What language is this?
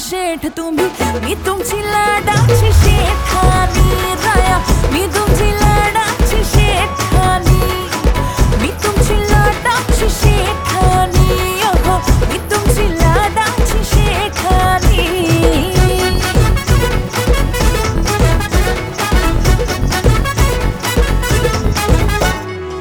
Marathi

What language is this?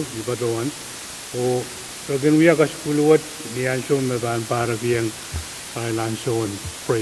Pohnpeian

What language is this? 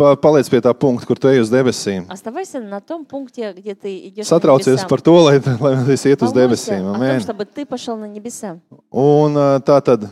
Latvian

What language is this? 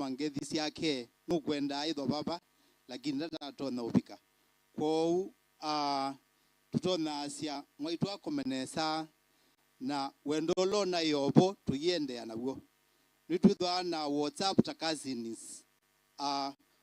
Kamba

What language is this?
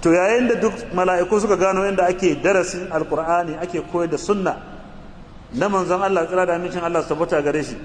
Hausa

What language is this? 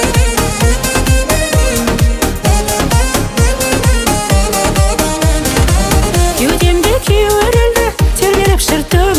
Kazakh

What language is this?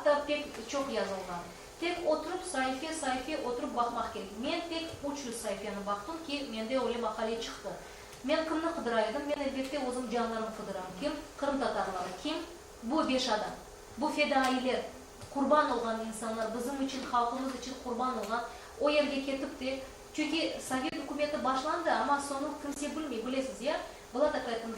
Crimean Tatar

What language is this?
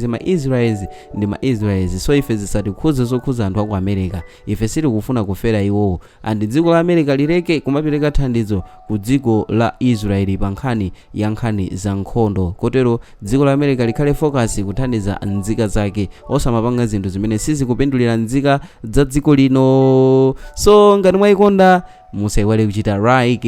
Nyanja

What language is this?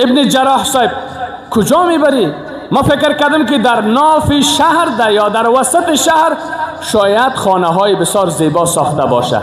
Persian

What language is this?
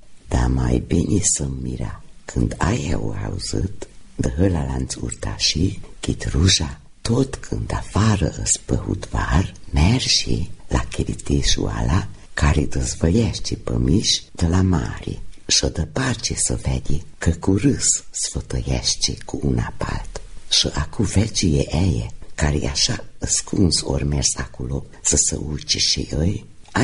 Romanian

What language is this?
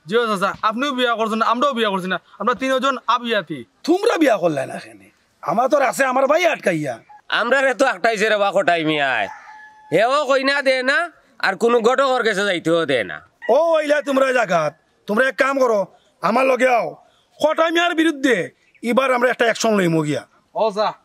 Sylheti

